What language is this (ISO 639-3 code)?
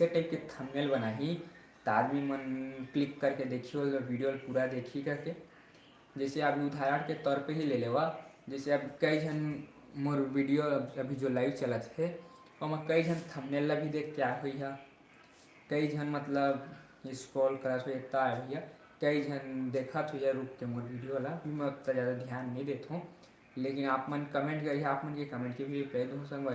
hne